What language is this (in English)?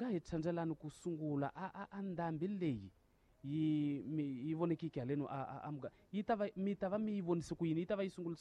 Tsonga